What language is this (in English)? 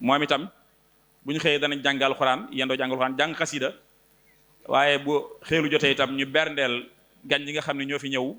Wolof